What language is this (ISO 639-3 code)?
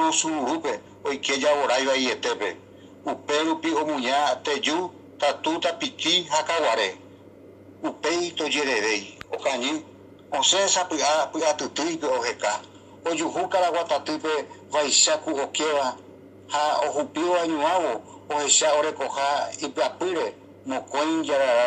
grn